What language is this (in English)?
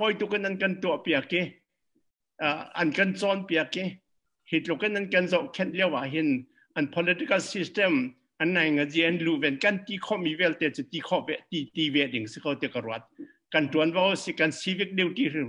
Hakha Chin